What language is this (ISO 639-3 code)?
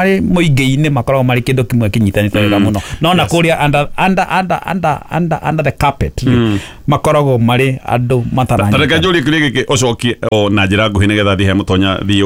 kik